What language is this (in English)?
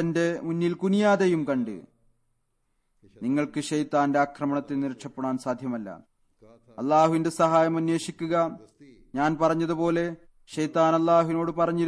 Malayalam